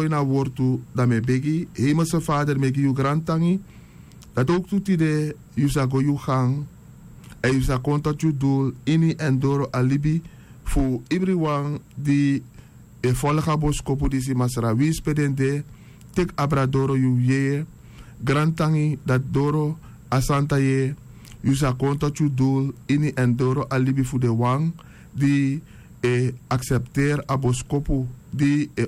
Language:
Sranan Tongo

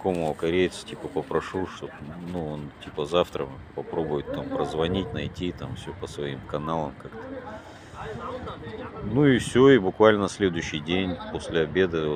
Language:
Russian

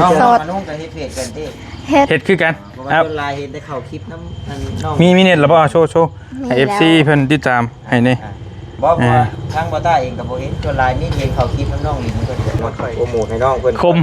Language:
Northeastern Thai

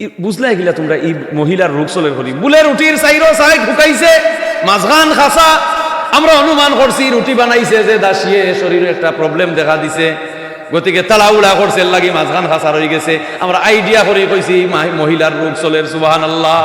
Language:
Sylheti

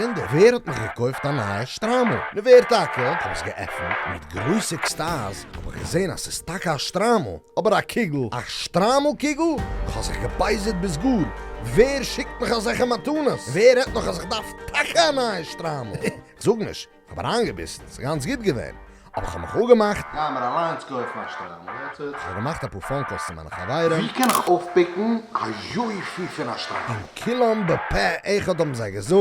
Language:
Yiddish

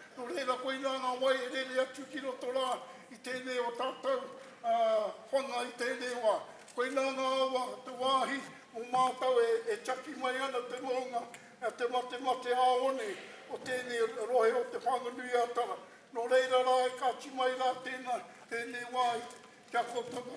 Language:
Māori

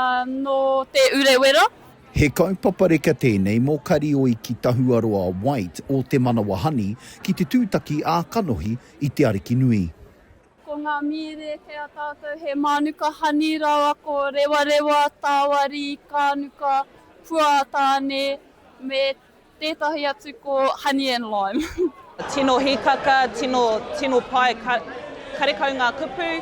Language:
Māori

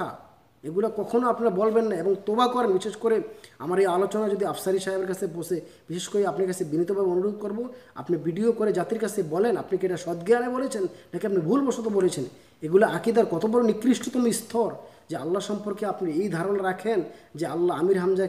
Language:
Bangla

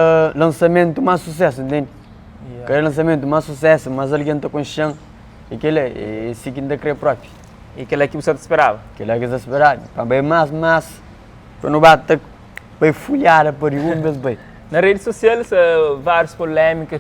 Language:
Kabuverdianu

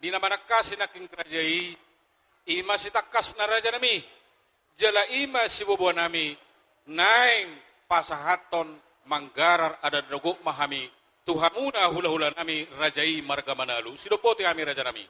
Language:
Batak Toba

